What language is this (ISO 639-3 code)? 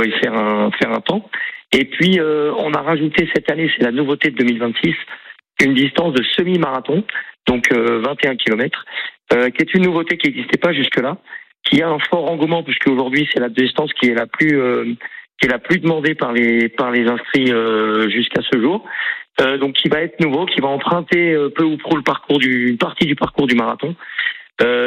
fra